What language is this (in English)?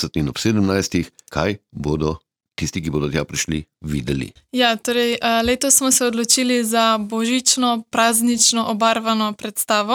Slovenian